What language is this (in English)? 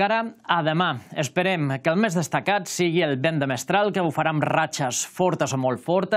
Catalan